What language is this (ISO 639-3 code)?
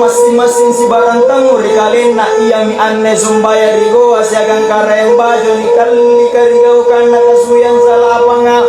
mak